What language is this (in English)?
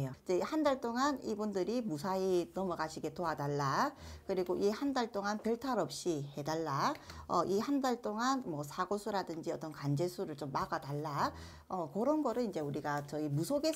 Korean